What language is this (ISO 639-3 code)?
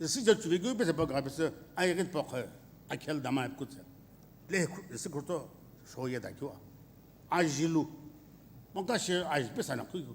nsm